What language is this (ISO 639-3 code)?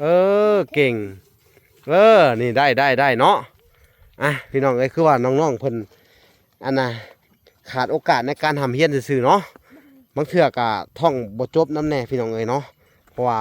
lao